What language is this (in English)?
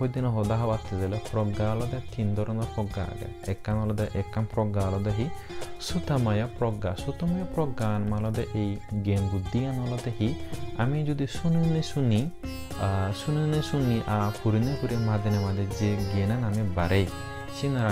Chakma